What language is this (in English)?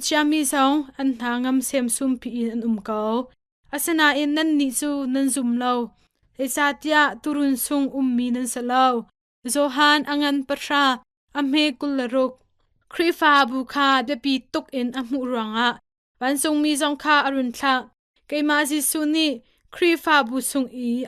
Hakha Chin